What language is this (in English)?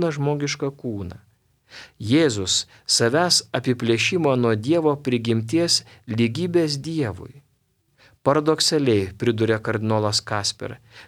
Lithuanian